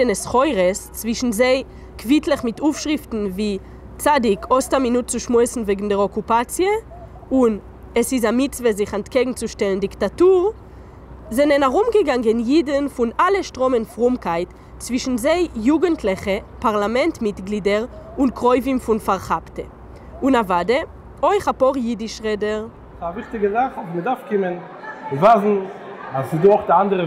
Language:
Yiddish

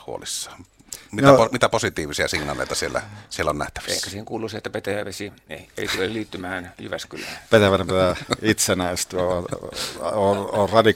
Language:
Finnish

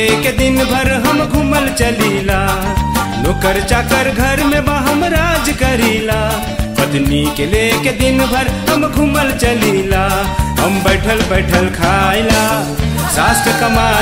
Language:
Bhojpuri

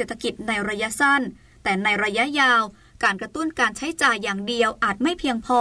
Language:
Thai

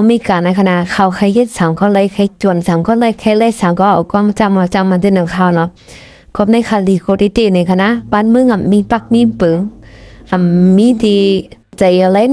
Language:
Shan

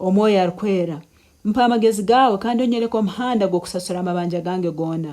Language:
Nyankole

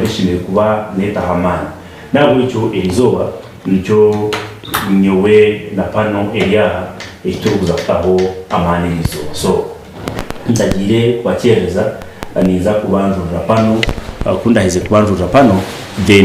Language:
Nyankole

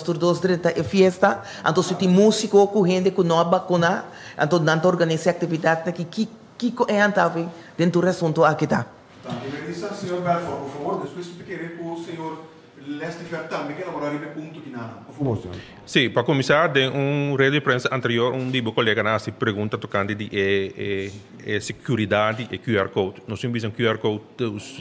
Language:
Papiamento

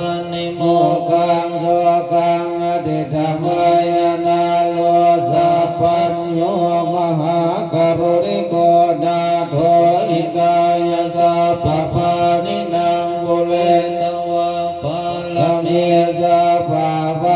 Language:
Pali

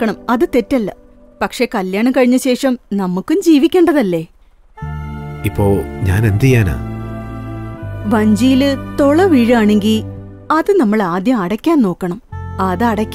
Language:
Malayalam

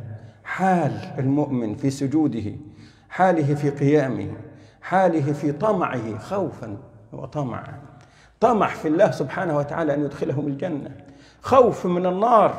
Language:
Arabic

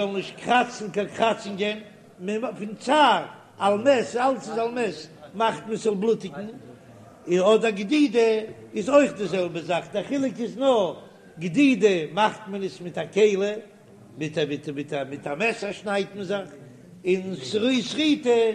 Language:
Yiddish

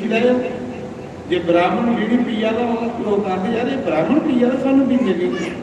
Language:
Dogri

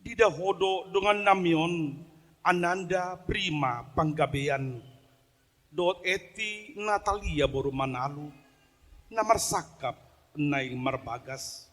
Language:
Batak Toba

